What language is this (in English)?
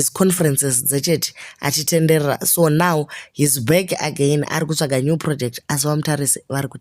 Shona